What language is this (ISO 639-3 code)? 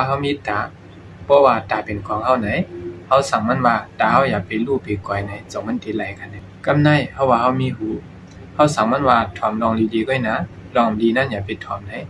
shn